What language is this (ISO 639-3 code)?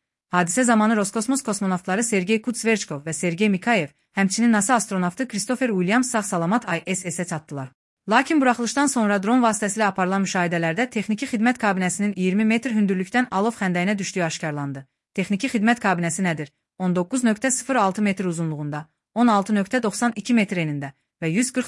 aze